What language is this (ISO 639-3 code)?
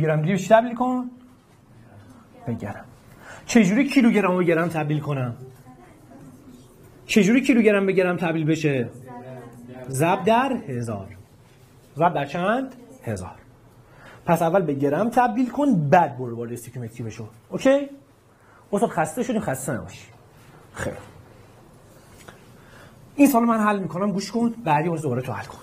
fas